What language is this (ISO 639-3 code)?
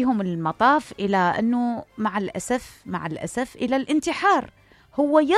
acm